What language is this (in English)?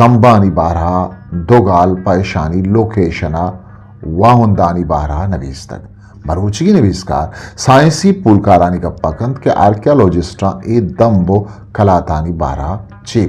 Eastern Balochi